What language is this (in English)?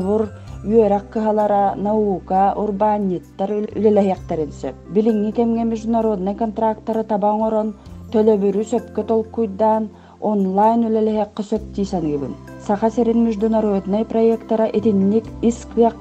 Yakut